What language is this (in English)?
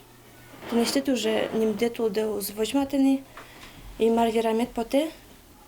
Udmurt